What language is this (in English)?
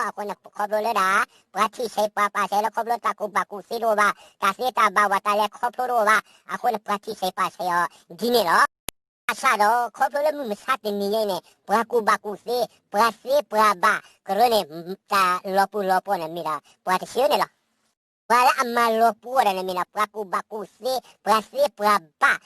S'gaw Karen